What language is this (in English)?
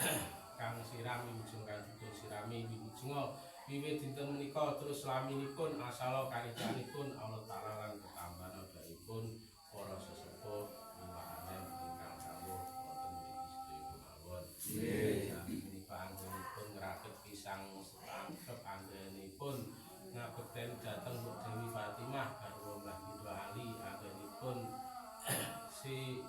Javanese